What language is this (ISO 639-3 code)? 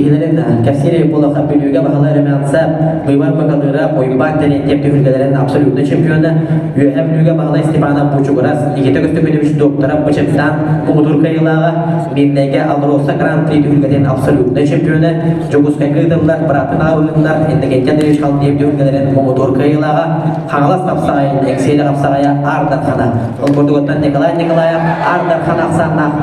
sah